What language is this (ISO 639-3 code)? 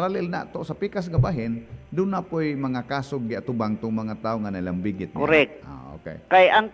ceb